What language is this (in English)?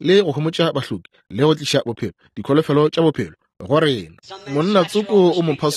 Northern Sotho